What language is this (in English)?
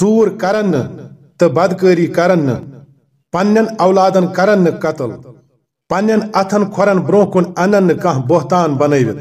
Kashmiri